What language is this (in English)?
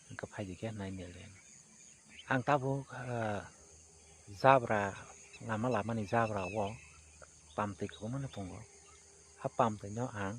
Kok Borok